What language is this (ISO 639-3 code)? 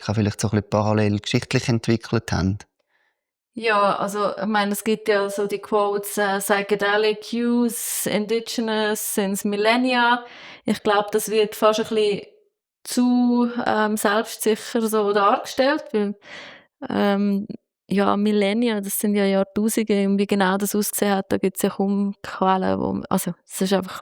gsw